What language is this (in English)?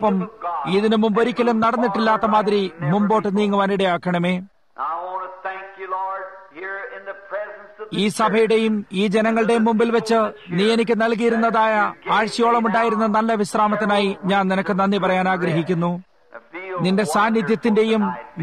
Malayalam